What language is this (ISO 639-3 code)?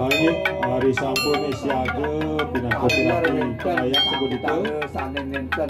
ban